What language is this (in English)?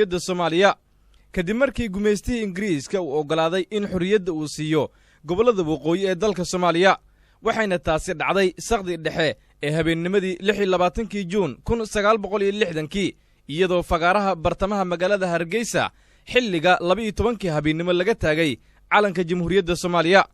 Somali